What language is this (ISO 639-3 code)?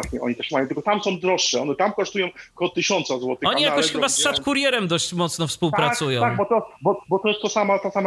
pol